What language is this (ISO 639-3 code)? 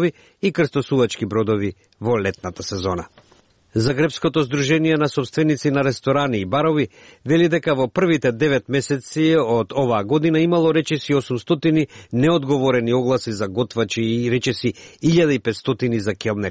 mkd